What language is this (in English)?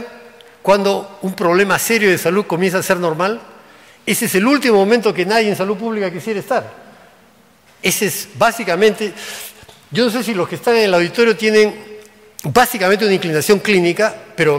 Spanish